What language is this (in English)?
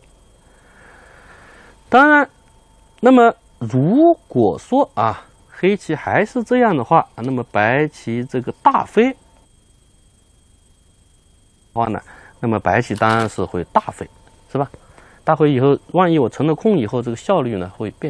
Chinese